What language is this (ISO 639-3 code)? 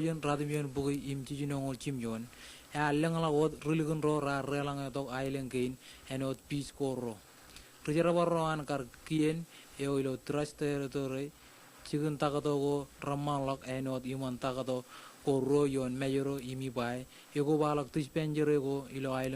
mah